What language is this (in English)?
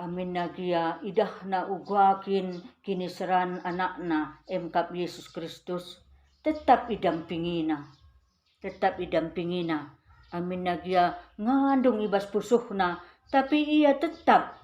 Batak Karo